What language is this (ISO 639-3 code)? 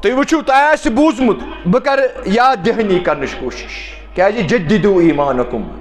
kas